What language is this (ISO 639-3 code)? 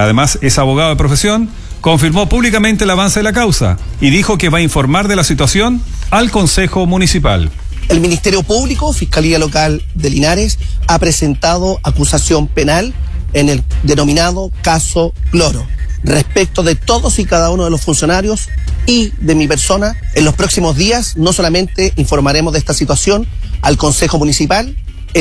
spa